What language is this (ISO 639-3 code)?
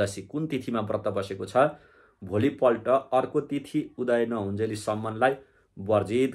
nep